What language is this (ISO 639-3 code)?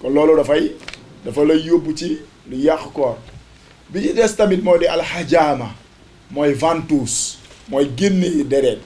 wol